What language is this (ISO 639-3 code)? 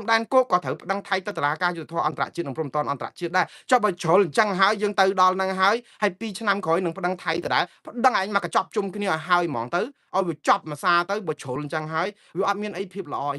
khm